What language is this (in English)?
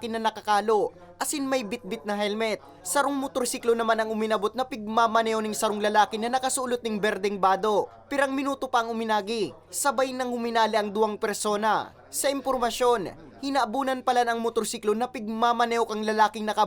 Bikol